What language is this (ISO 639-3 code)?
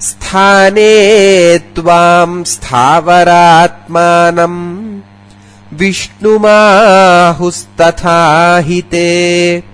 san